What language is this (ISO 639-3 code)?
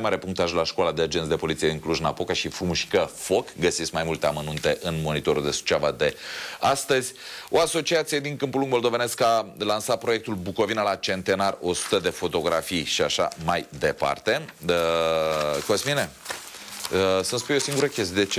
ron